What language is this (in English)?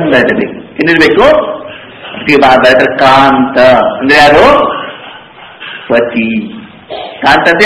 Kannada